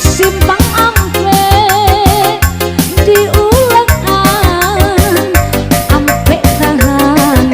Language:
Minangkabau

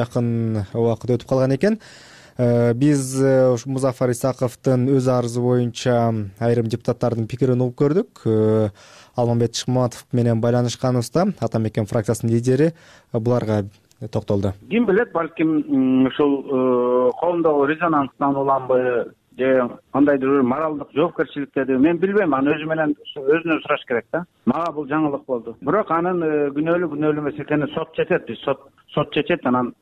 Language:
Kyrgyz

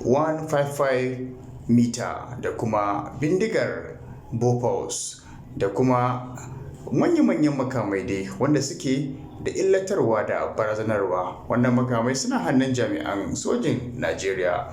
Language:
Hausa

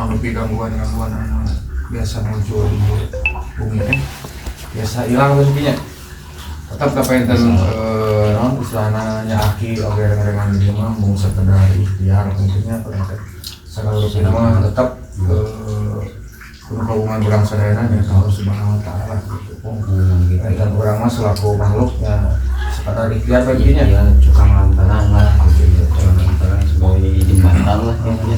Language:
Sundanese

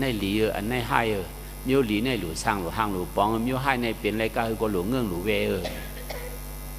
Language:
Shan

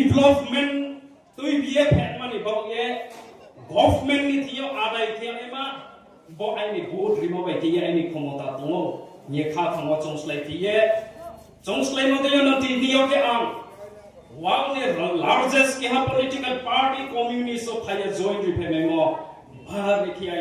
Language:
Riang (India)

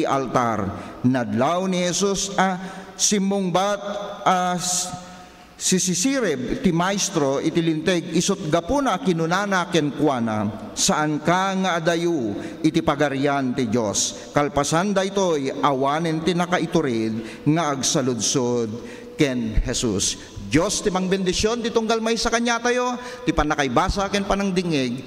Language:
Iloko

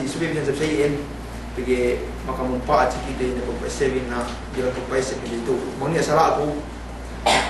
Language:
Yakan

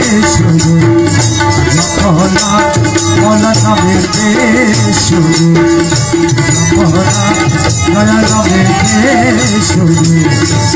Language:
Bangla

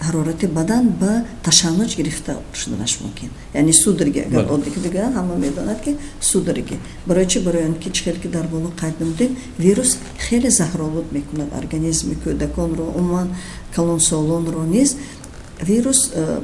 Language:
Tajik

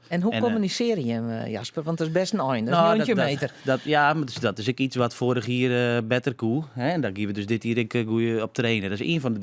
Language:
Western Frisian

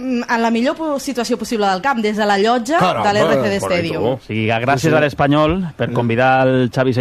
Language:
Catalan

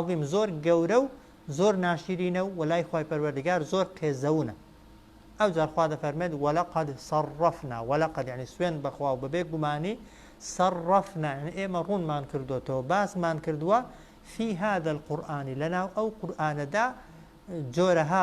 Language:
Central Kurdish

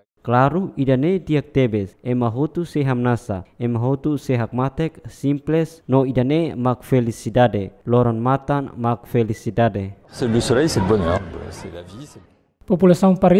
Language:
Tetum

